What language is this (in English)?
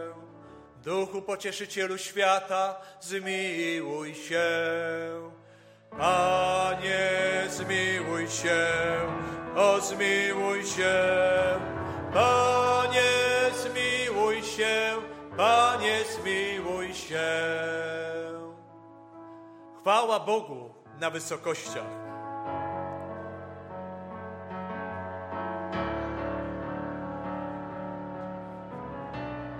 Polish